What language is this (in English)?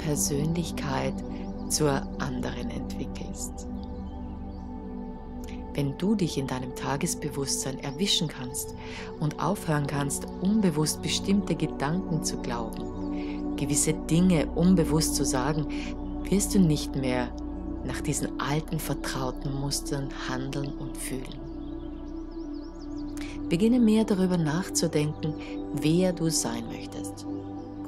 German